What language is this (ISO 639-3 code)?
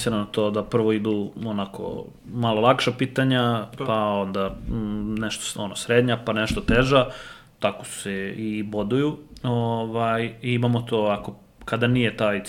srp